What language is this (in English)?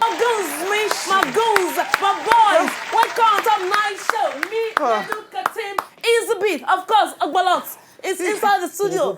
Nigerian Pidgin